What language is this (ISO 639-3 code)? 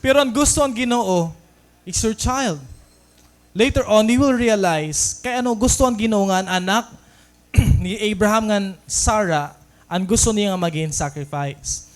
war